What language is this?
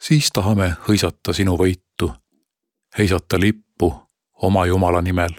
Estonian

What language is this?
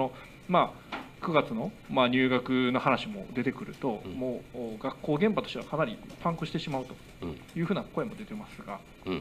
Japanese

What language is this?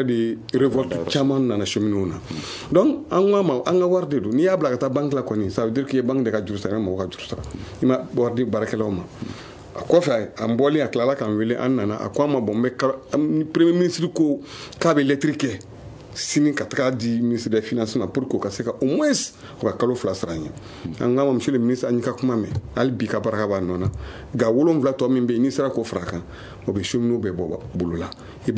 Bambara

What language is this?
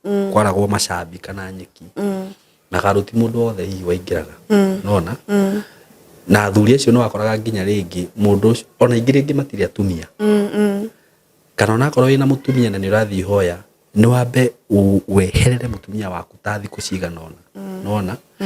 Kikuyu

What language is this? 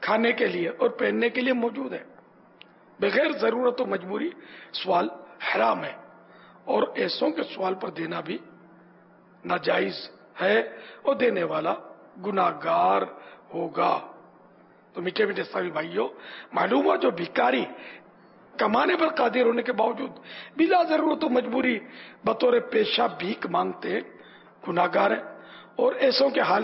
Urdu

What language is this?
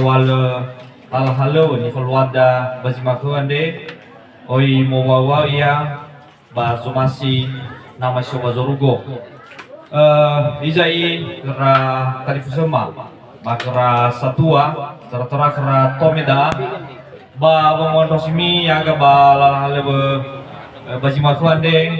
Nias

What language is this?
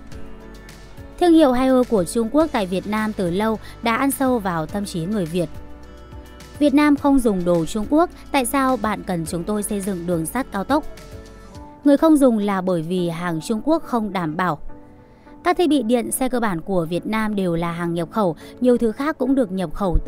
Vietnamese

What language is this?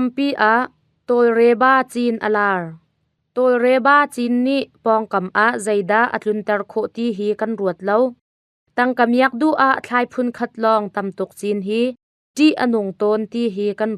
Hakha Chin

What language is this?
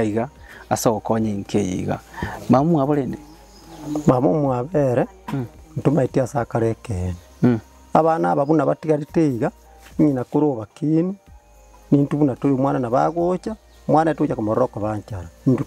Gusii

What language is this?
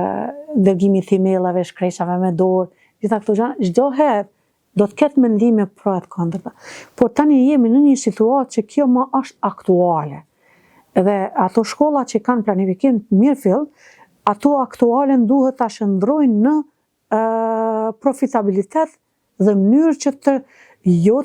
Albanian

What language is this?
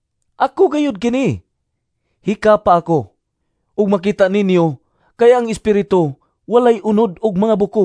Cebuano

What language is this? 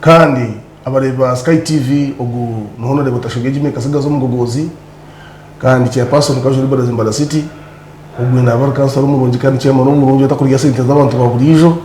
Nyankole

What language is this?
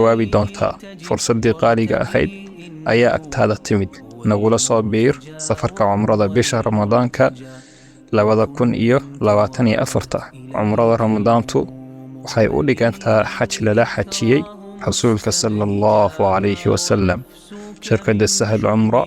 Somali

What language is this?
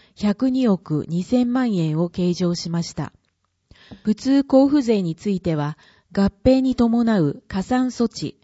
Japanese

